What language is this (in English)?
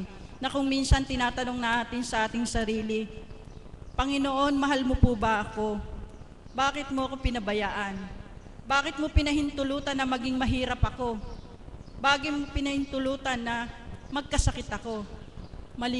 Filipino